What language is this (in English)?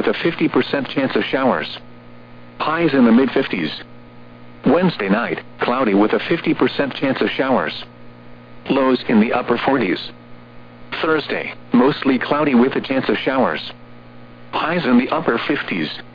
English